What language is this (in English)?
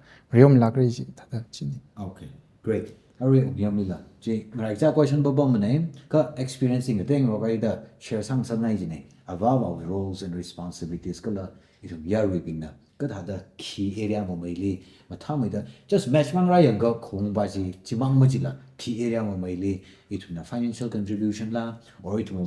Tangkhul Naga (India)